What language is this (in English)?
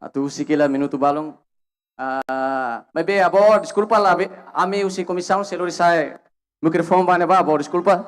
Tetum